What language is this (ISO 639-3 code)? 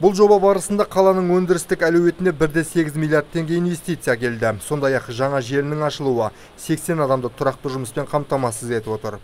kaz